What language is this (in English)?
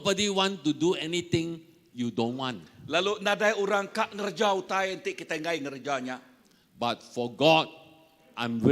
Iban